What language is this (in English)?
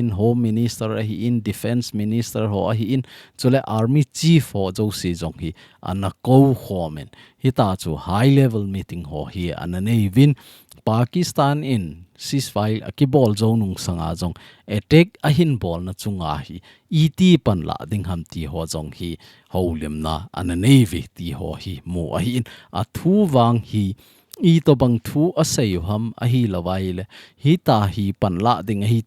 Thado Chin